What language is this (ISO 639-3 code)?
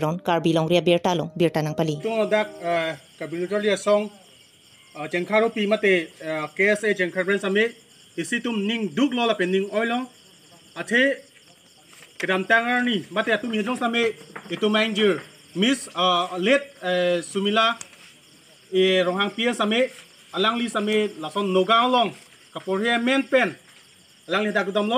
mjw